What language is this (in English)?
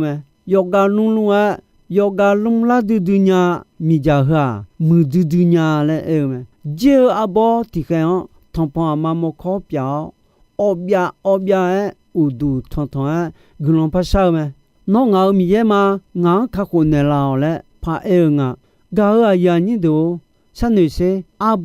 Akha